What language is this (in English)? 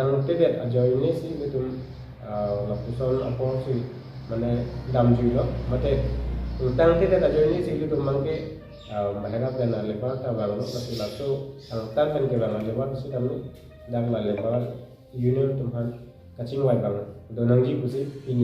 Karbi